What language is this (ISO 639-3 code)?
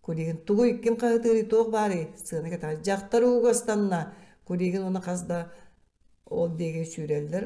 sah